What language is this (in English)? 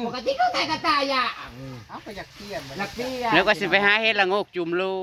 Northeastern Thai